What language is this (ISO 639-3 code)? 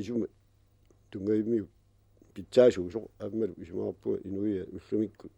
kal